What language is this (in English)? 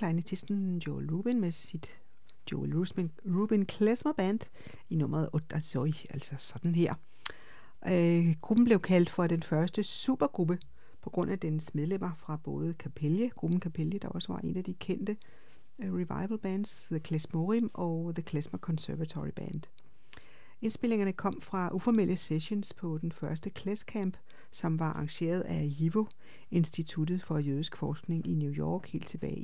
Danish